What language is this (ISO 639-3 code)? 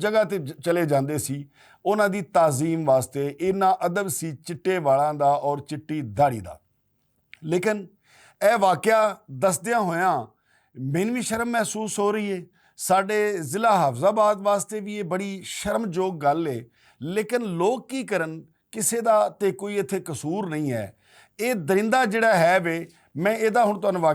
lah